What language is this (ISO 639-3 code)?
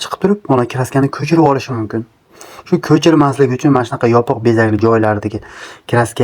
uzb